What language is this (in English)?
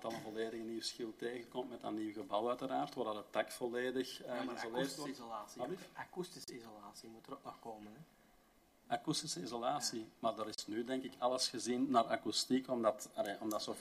Dutch